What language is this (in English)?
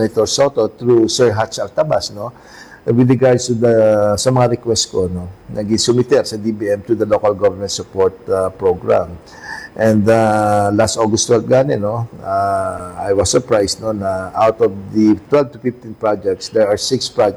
Hiligaynon